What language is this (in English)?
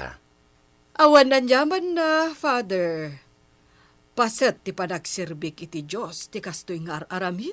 Iloko